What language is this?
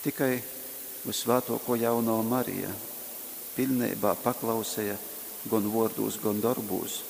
Latgalian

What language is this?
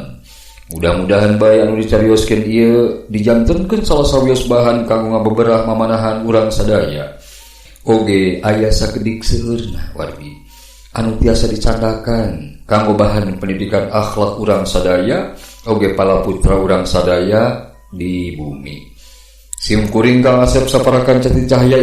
Sundanese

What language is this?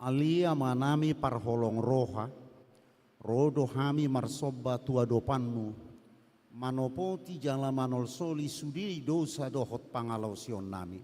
Batak Toba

